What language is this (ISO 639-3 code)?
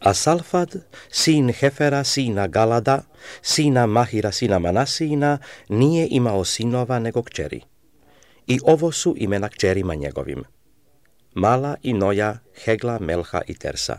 srp